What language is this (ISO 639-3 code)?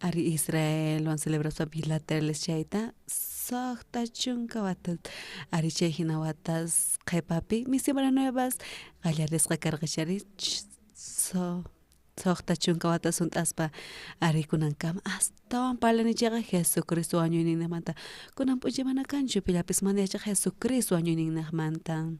quh